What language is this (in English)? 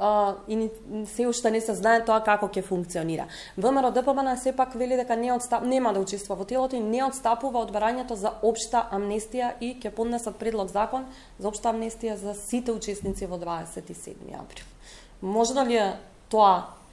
Macedonian